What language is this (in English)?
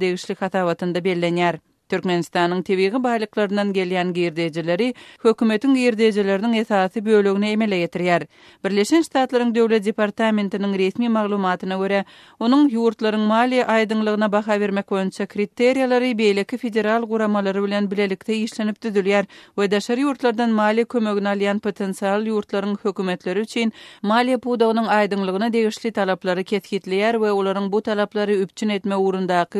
Turkmen